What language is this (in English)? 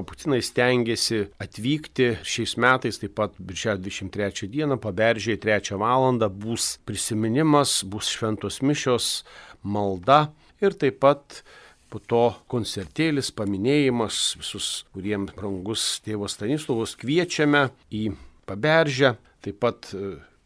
Lithuanian